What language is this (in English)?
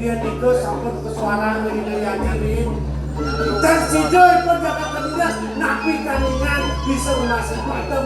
Balinese